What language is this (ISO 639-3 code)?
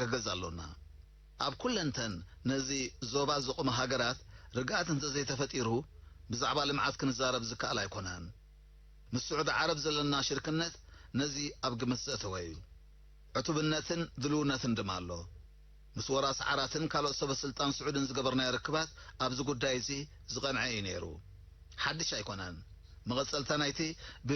tir